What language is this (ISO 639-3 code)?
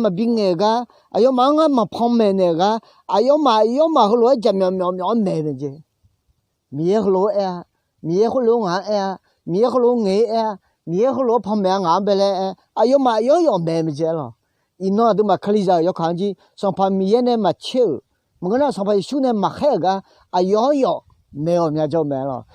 ahk